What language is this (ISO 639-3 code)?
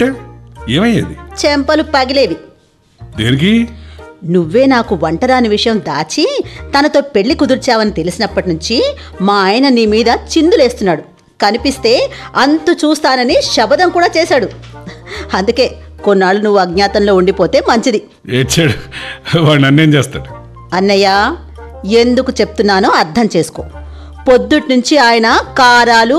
tel